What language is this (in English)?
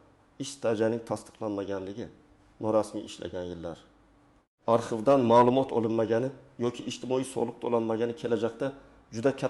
Uzbek